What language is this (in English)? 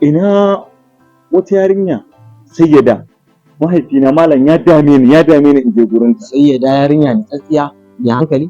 Hausa